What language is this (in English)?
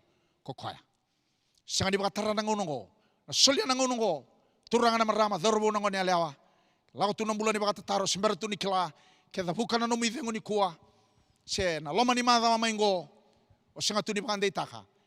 Fijian